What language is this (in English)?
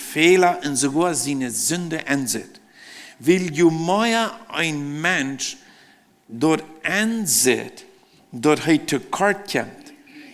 Plautdietsch